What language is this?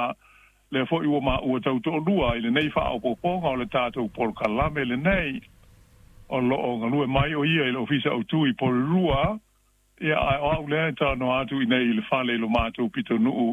Samoan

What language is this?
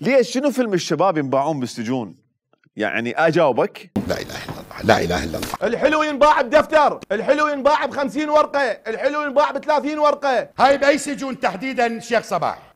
Mesopotamian Arabic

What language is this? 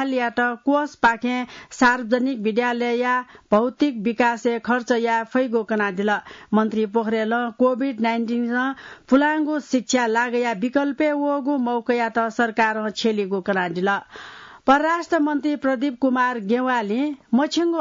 Newari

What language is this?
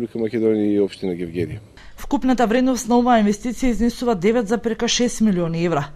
Macedonian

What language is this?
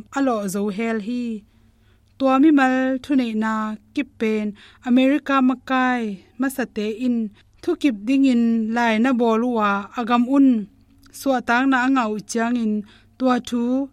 Tedim Chin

